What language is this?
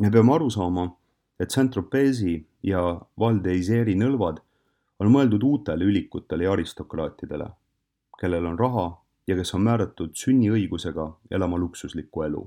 Estonian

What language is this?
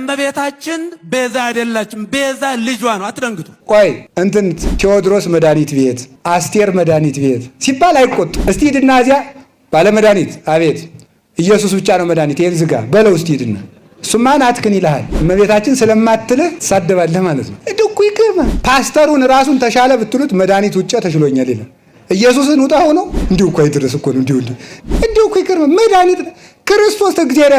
Amharic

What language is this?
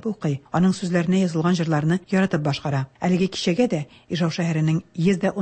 Tatar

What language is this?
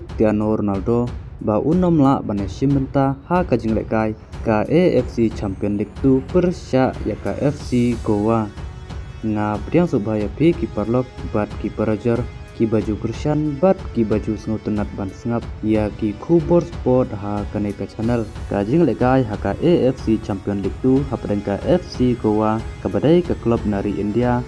Khasi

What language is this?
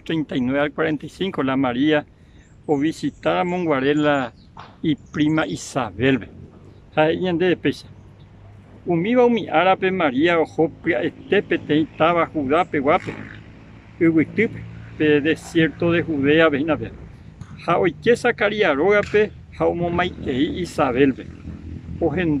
Guarani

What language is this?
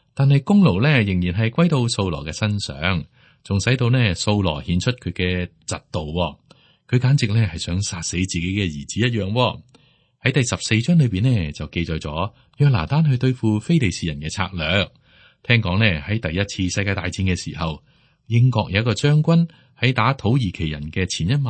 Cantonese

